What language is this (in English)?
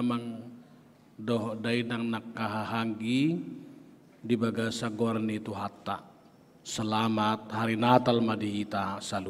Batak Toba